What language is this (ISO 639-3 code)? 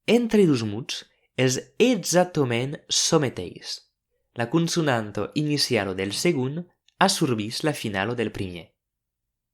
oci